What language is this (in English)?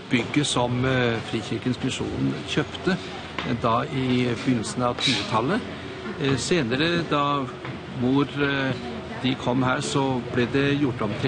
Norwegian